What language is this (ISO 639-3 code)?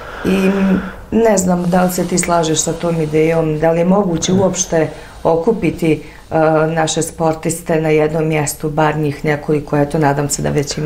bos